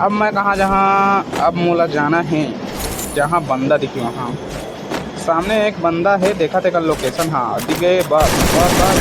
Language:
Chhattisgarhi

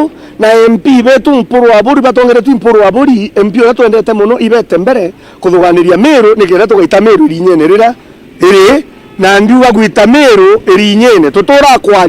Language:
Meru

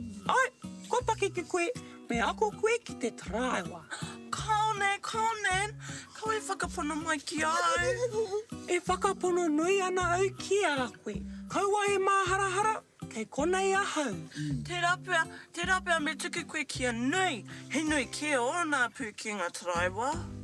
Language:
Māori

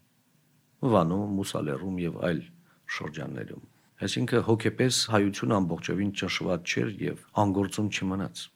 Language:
Armenian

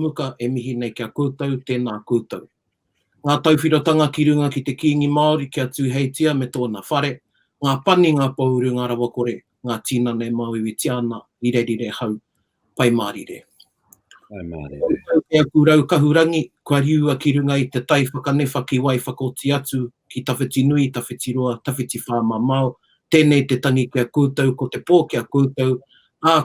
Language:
Māori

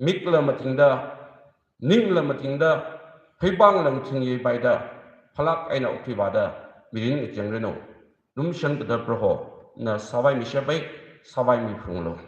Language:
Tangkhul Naga (India)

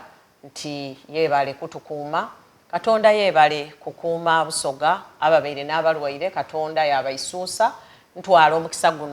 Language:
Soga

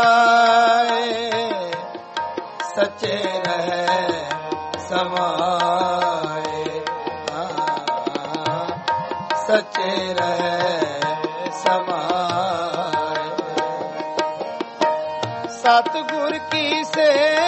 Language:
Punjabi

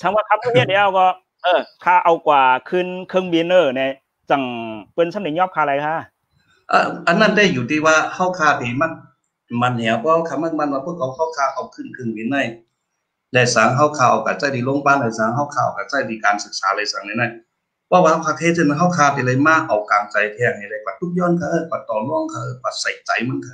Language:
Shan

